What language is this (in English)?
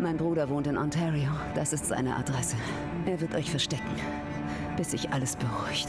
Bavarian